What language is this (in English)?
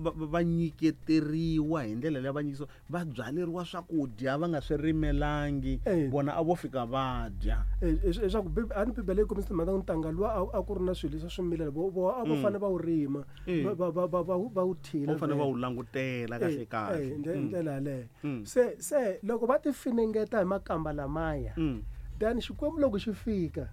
Tsonga